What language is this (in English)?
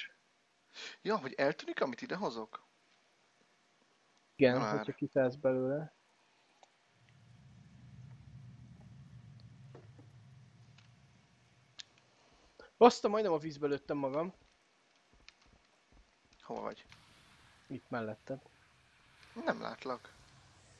Hungarian